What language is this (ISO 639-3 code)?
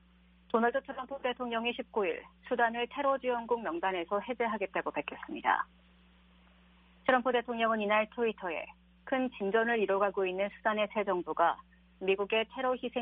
kor